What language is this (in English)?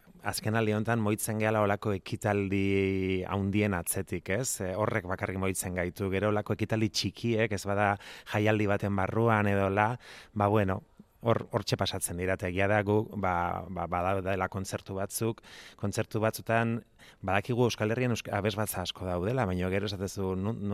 Basque